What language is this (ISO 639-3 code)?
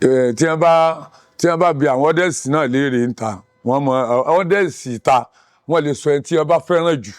yor